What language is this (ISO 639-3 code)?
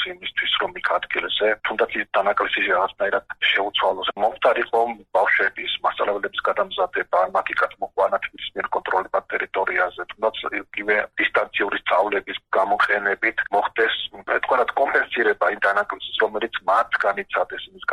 kat